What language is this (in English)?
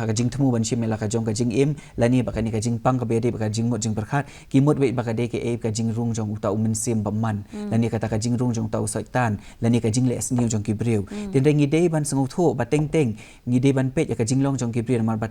Khasi